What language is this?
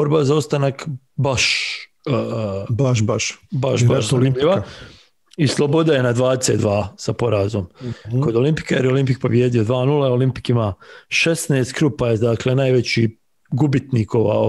Bosnian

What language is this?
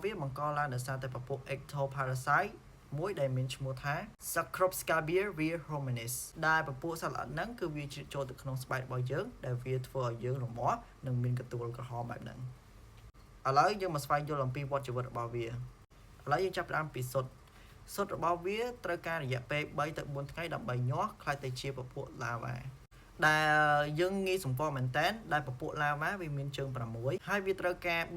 Khmer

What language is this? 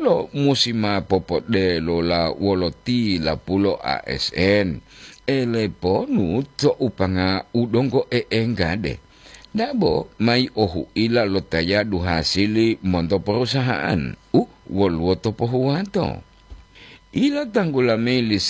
Gorontalo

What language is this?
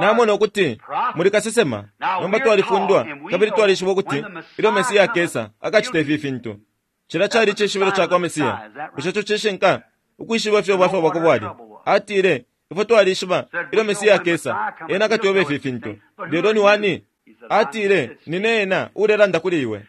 Bemba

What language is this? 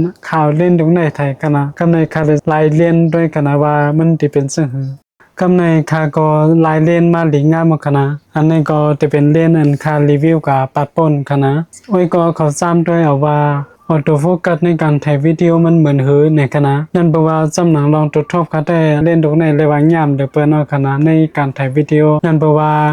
Shan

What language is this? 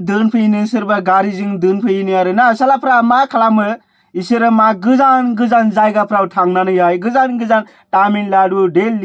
Bodo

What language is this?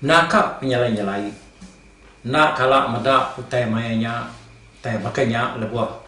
Iban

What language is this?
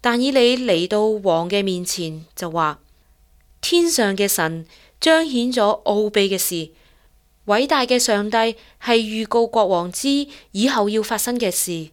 Cantonese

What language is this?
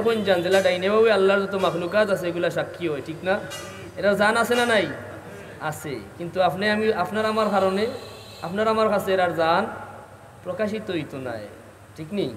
Sylheti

